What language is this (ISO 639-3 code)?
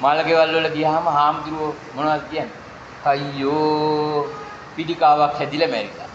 sin